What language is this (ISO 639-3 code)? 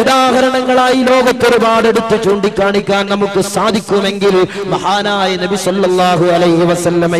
mal